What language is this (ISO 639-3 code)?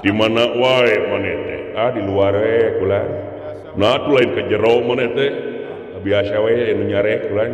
sun